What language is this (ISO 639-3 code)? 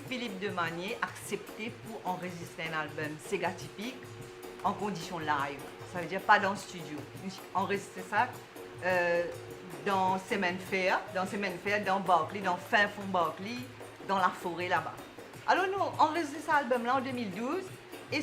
mfe